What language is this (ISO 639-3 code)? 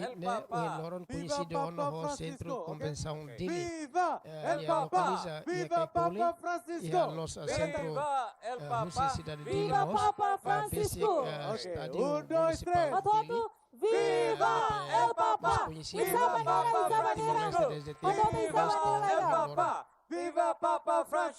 tet